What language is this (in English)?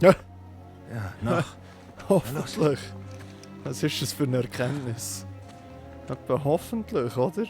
Swiss German